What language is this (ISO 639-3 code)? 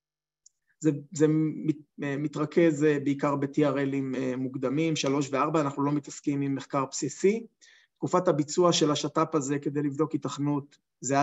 heb